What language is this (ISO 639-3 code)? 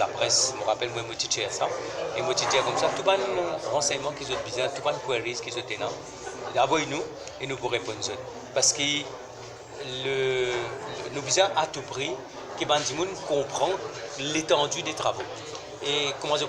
mfe